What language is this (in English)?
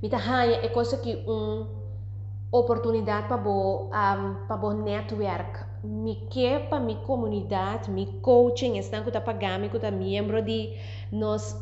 Papiamento